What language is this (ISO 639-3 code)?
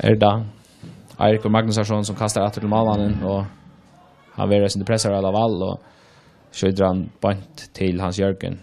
fao